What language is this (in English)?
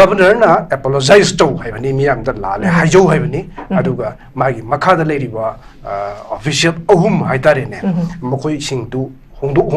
Manipuri